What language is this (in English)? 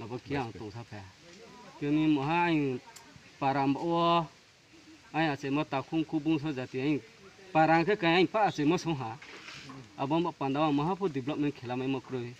Riang (India)